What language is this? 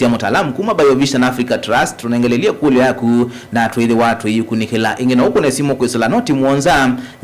Kamba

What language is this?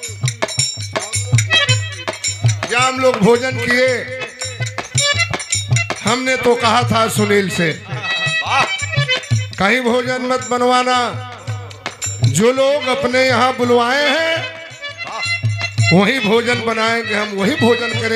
Bhojpuri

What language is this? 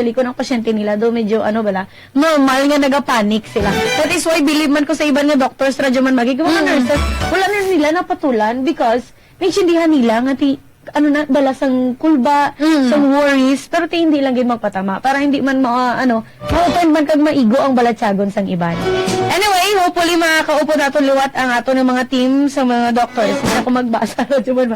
Hiligaynon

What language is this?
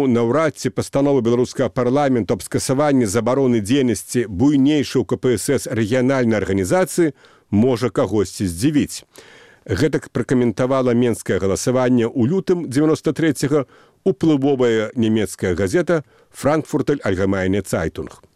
Belarusian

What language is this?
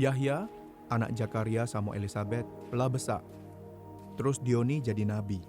Musi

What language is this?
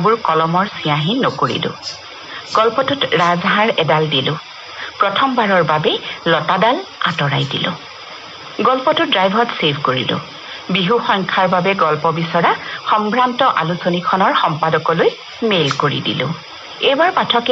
Assamese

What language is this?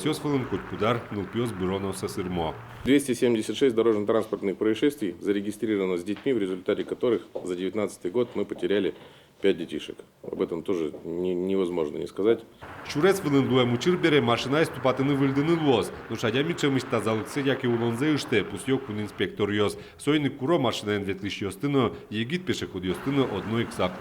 Udmurt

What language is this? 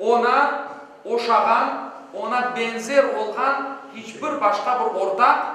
Crimean Tatar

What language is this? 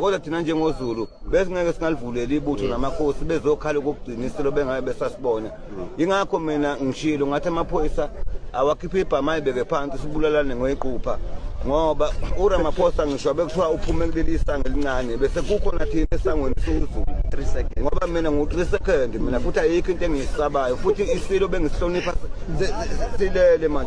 Zulu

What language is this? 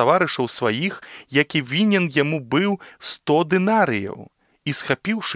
Belarusian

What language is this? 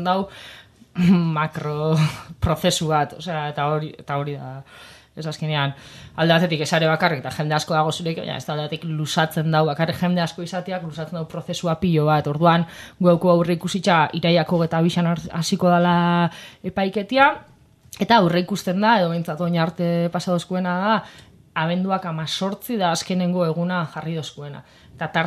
Basque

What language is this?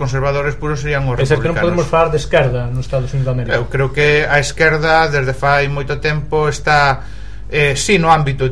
Galician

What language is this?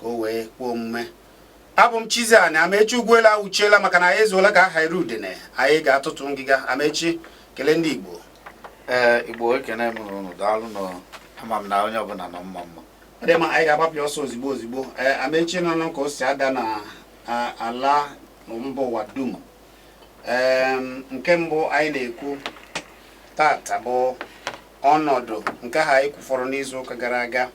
Igbo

